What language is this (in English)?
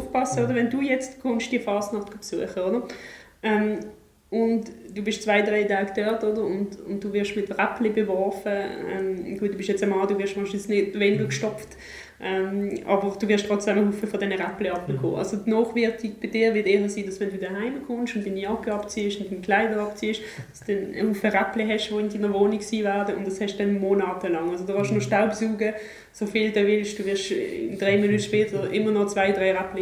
Swiss German